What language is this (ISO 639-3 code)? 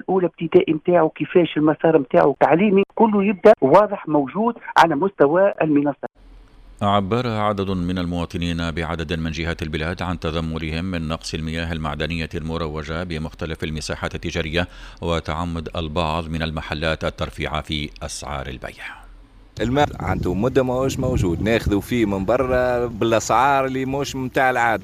aeb